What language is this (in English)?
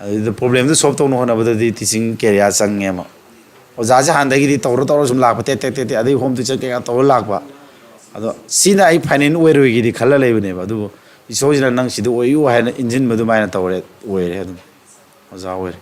Manipuri